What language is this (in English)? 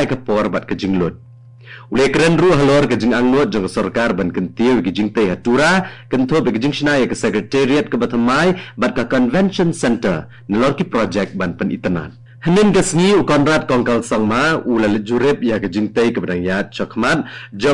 Khasi